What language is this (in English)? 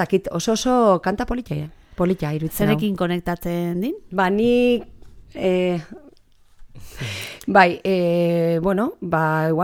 Basque